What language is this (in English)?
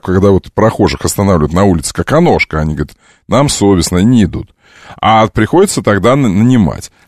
Russian